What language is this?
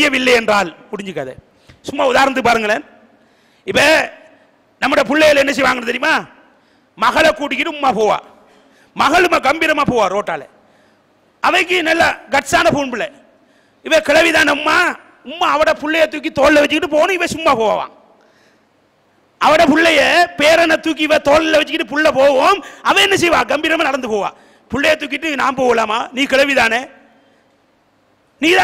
Tamil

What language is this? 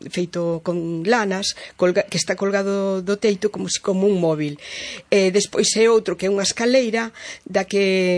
Galician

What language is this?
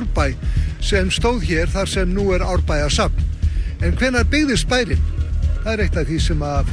Icelandic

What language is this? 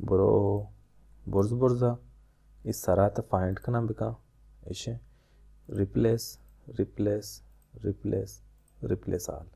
Baluchi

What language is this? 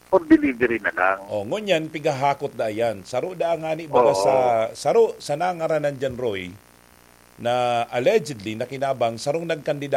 Bikol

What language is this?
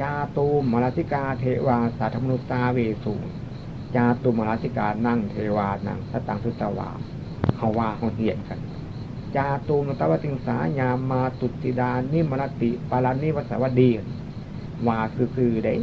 Northeastern Thai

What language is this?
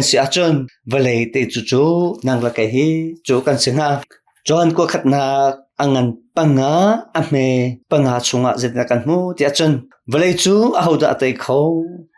Hakha Chin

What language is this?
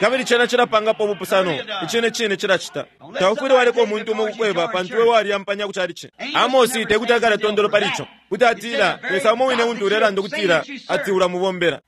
Bemba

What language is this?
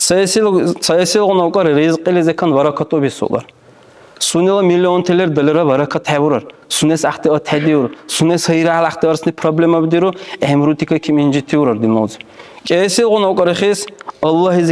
Dargwa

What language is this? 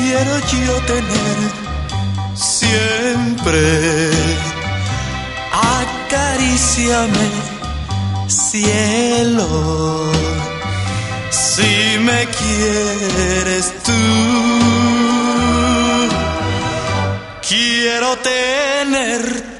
Spanish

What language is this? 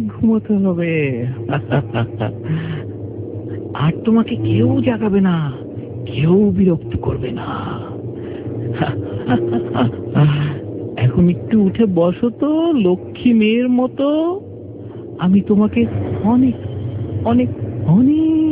Bangla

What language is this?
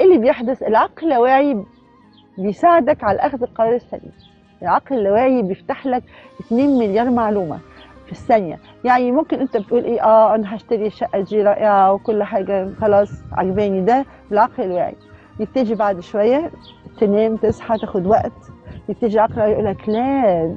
Egyptian Arabic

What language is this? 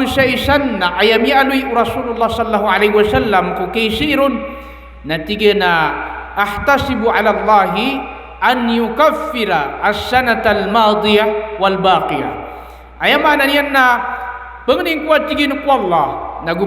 Maranao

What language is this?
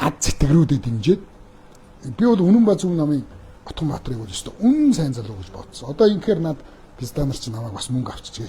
Mongolian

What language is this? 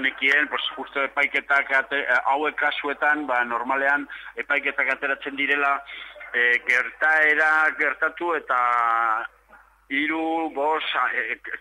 Basque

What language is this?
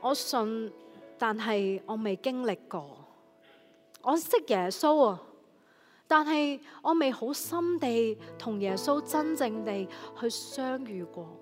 Cantonese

